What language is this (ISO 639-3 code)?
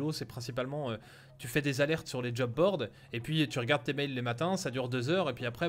fra